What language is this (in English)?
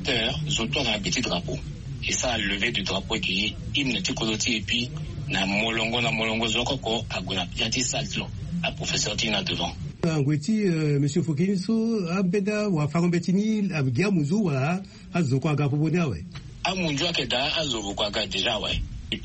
Sango